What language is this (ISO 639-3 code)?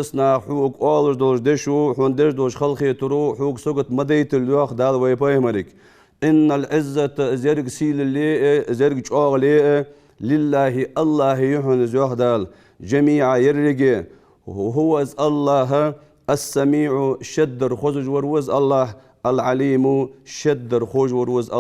inh